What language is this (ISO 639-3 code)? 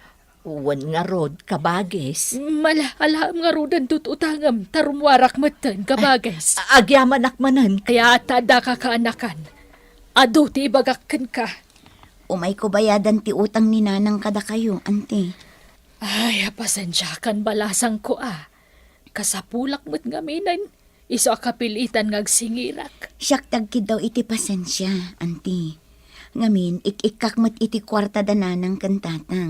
ilo